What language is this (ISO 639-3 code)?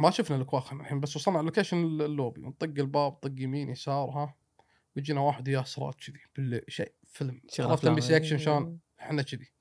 afb